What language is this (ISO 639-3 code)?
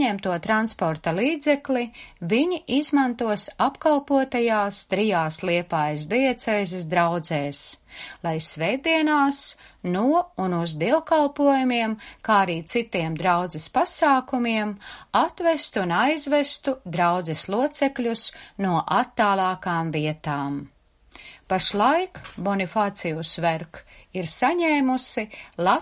lav